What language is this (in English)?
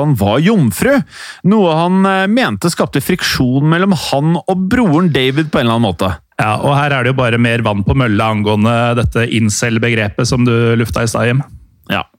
Norwegian